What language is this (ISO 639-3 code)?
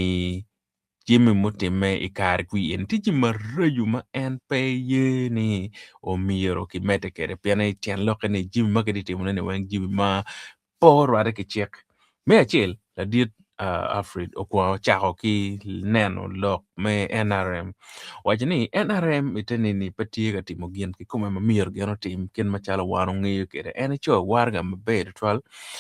ach